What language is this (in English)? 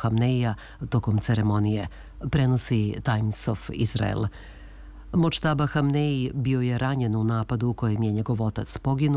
Serbian